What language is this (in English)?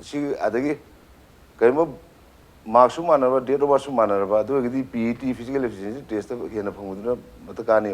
Manipuri